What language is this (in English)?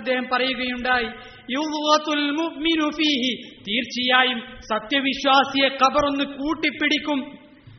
Malayalam